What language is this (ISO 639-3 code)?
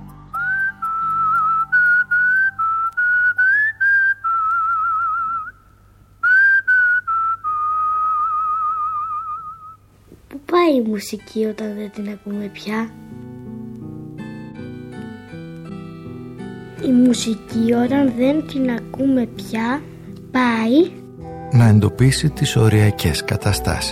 ell